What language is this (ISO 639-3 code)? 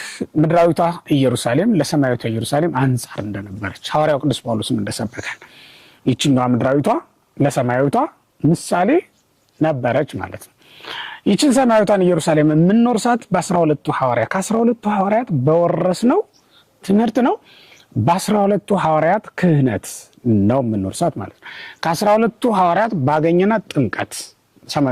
amh